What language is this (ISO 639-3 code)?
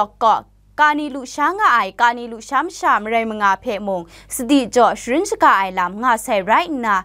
kac